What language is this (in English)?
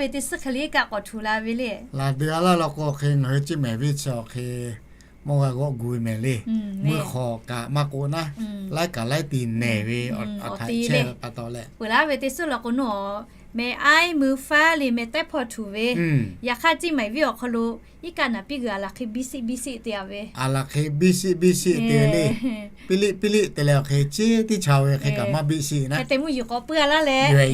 Lahu